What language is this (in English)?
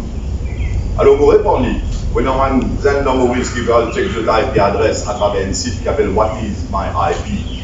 Morisyen